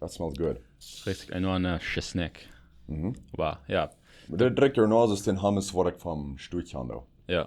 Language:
Plautdietsch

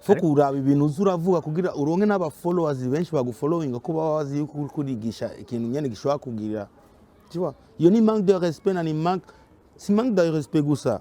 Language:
Rundi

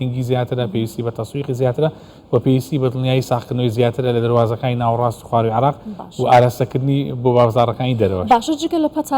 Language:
Central Kurdish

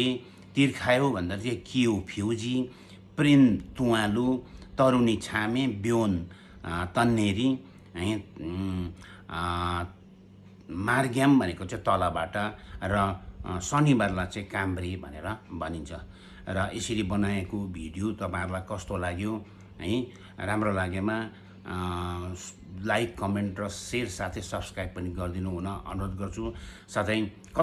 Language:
Nepali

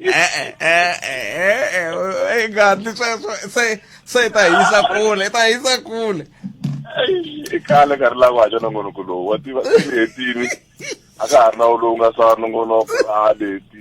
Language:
Tsonga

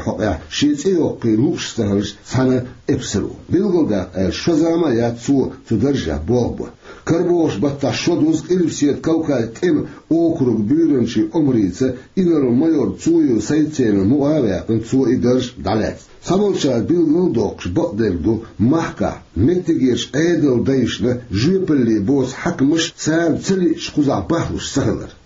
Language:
Chechen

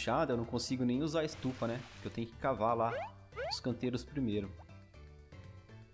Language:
Portuguese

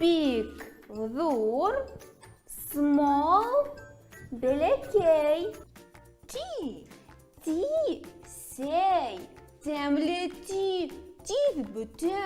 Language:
Bashkir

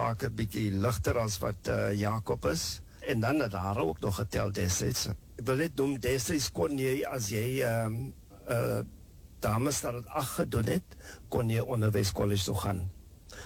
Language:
Afrikaans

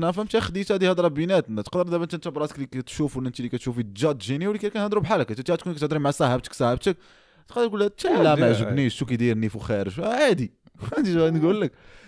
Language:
Moroccan Arabic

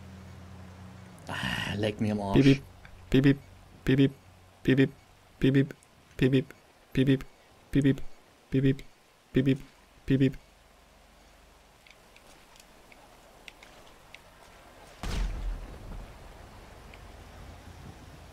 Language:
German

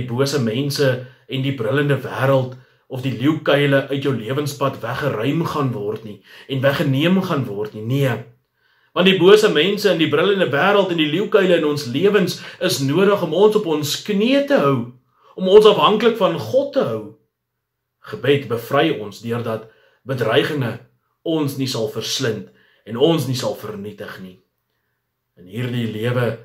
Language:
Afrikaans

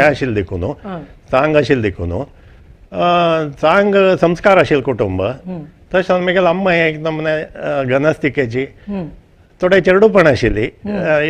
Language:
Konkani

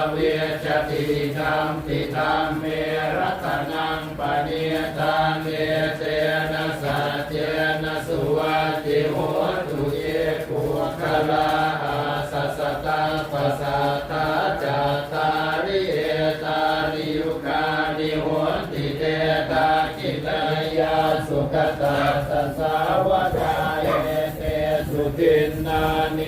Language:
Pali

